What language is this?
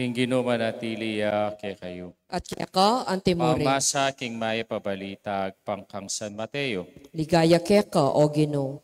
Pampanga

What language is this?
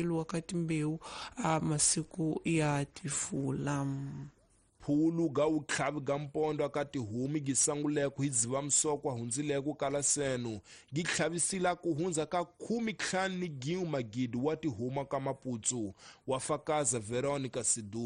Tsonga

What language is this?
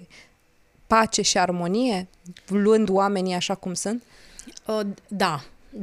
Romanian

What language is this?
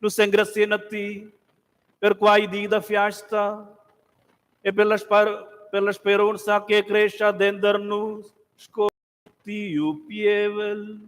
Romansh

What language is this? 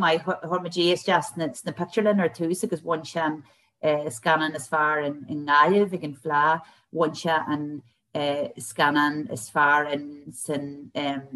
Irish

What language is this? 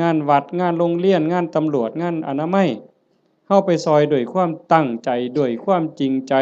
Northeastern Thai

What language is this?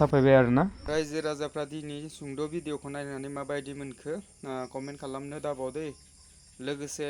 Bodo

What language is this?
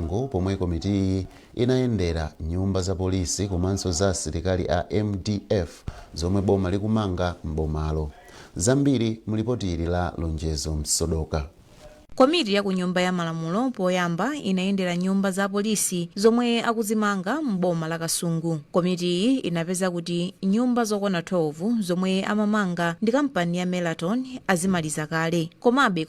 Nyanja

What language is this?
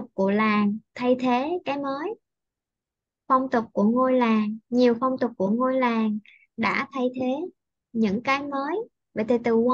Vietnamese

